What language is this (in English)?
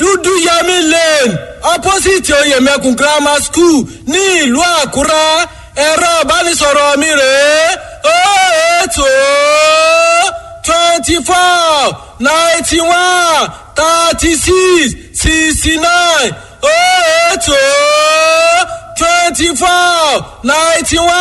Yoruba